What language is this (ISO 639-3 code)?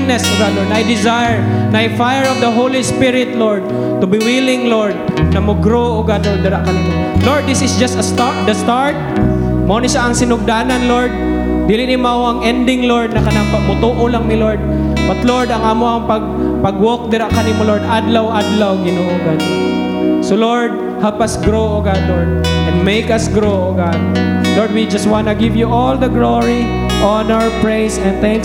ceb